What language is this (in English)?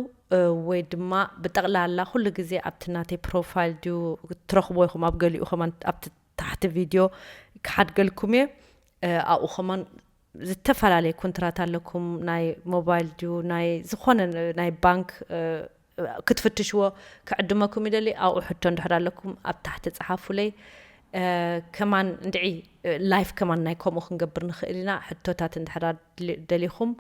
Tigrinya